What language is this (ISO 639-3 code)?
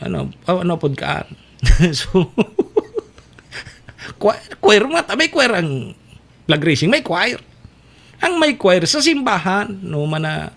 bik